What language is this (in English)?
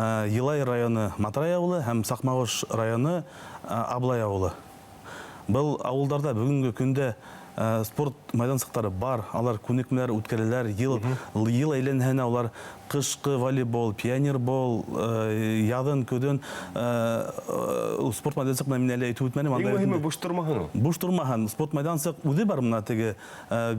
Bashkir